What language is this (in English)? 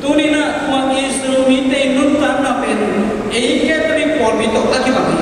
Tedim Chin